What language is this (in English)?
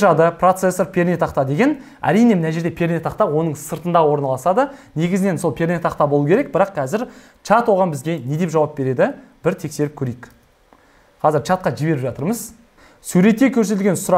Kazakh